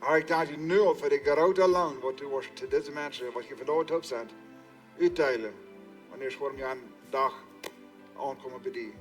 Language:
Plautdietsch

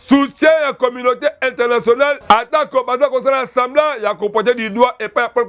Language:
Lingala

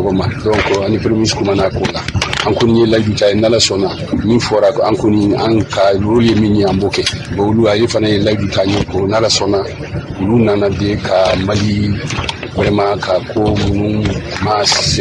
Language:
Bambara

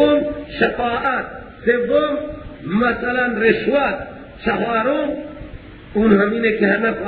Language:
Persian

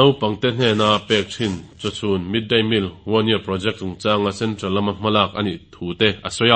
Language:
Mizo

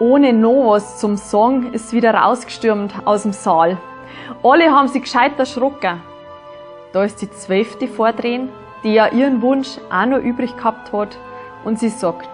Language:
Bavarian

